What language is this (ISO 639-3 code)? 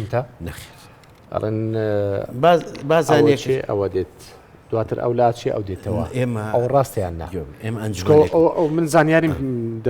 ckb